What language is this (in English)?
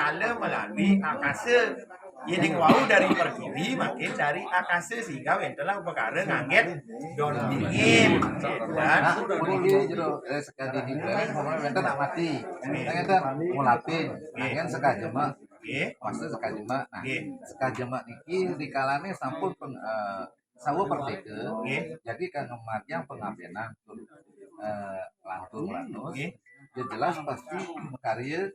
Balinese